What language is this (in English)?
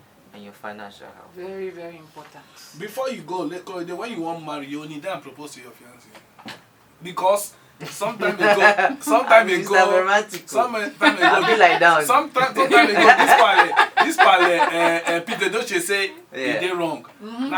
Nigerian Pidgin